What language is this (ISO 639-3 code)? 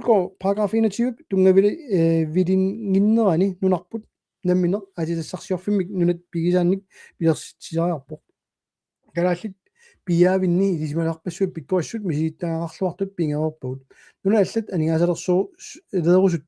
kal